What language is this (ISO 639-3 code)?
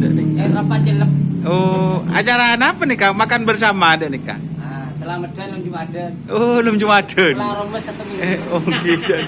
mad